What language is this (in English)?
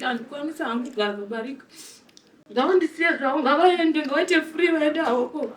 Shona